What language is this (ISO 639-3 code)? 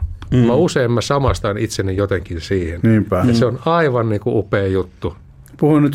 fin